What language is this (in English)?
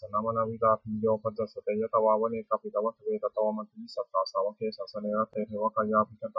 Pali